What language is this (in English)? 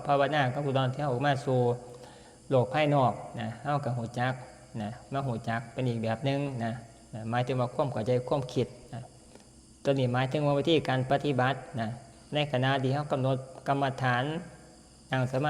Northeastern Thai